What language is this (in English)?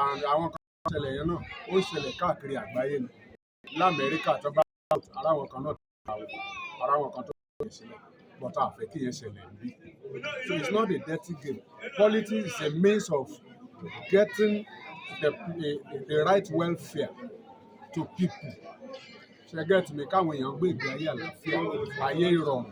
Yoruba